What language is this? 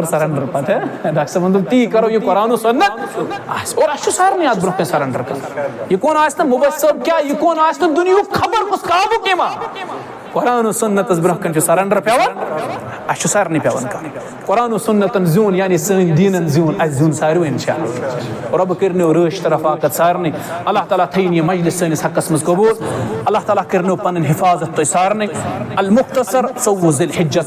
Kashmiri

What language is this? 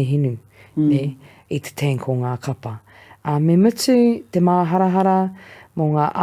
Māori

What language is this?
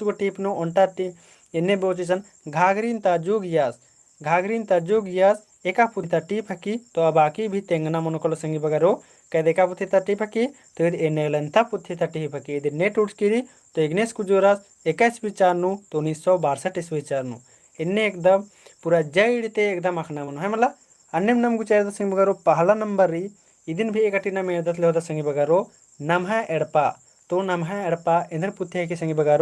Kurukh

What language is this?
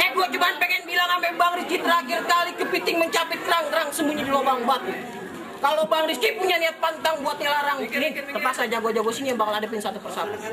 Betawi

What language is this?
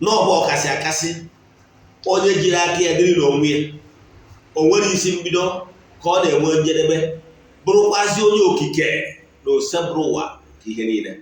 Igbo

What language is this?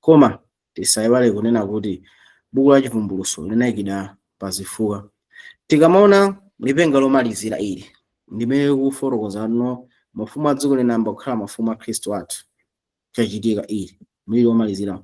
Nyanja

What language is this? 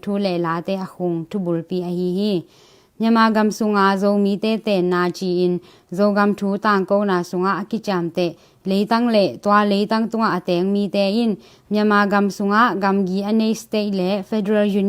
Tedim Chin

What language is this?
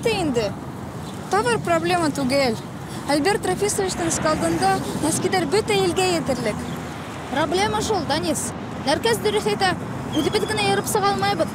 Bashkir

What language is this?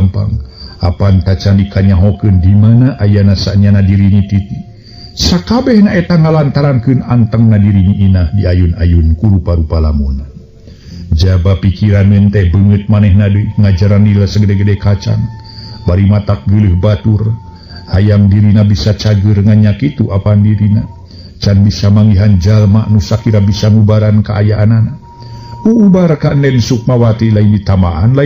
Sundanese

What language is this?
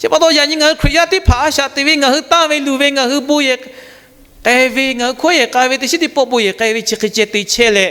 Lahu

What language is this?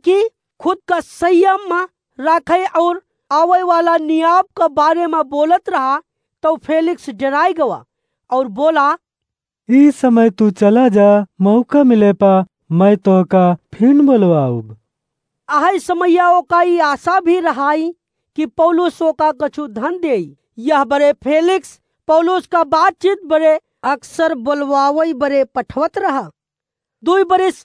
Awadhi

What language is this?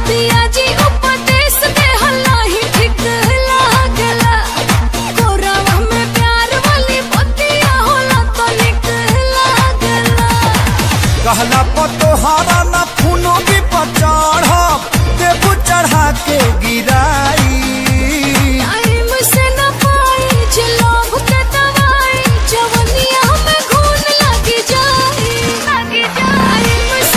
Bhojpuri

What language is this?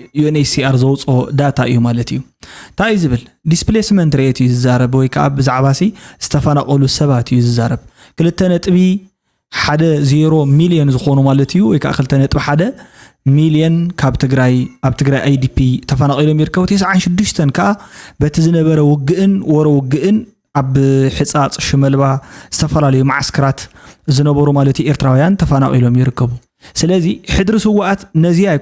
Tigrinya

